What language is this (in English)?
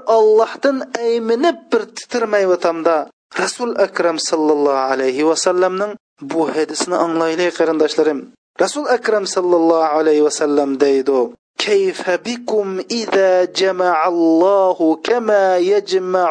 Uyghur